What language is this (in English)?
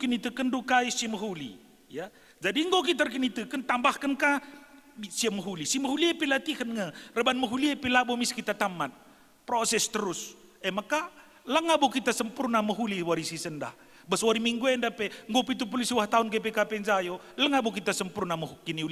Batak Karo